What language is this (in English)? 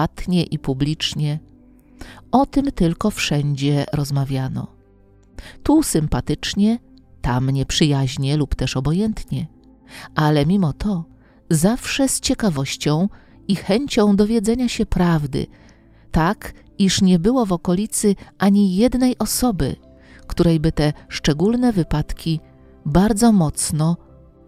Polish